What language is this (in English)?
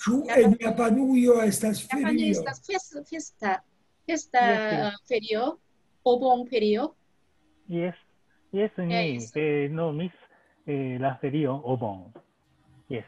Esperanto